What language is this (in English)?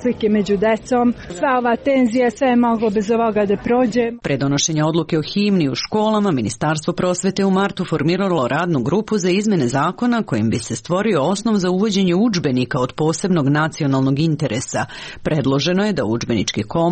Serbian